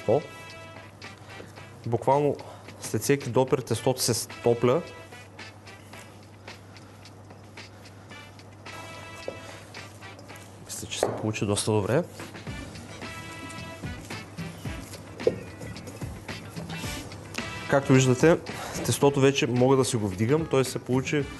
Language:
Bulgarian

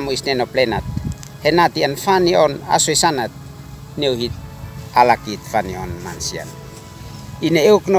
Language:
Uab Meto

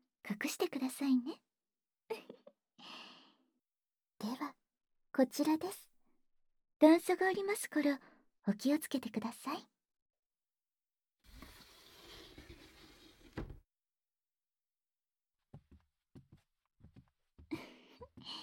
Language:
Japanese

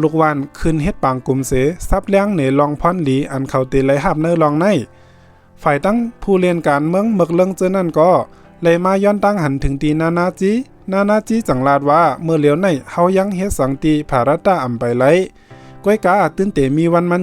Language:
Shan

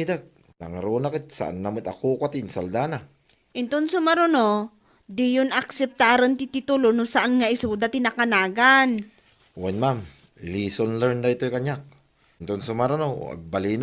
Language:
Iloko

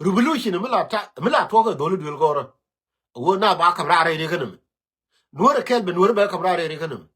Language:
Nuer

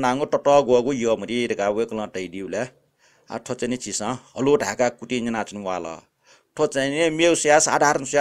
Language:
Newari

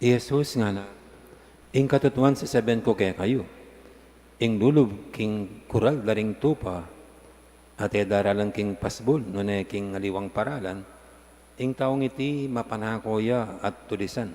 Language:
Pampanga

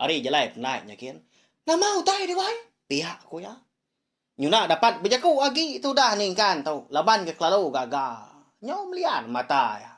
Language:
Iban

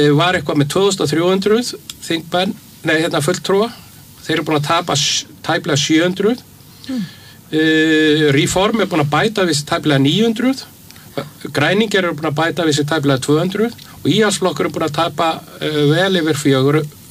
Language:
Icelandic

